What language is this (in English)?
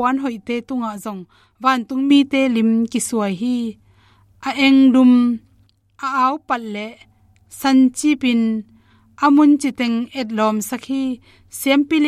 Tedim Chin